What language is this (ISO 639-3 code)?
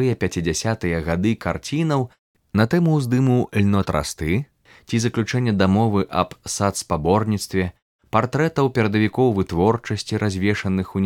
bel